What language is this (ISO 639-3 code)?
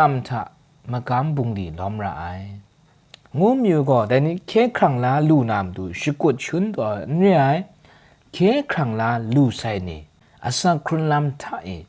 kac